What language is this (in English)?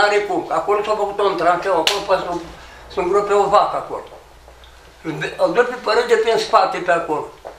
Romanian